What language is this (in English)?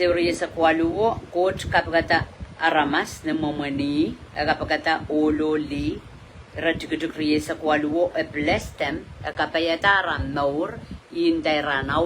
Pohnpeian